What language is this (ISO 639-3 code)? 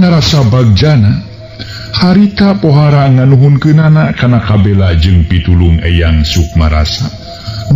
sun